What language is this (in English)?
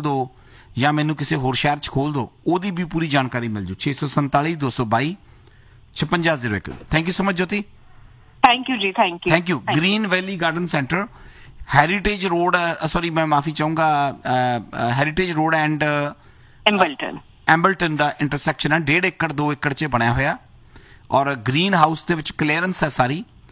Punjabi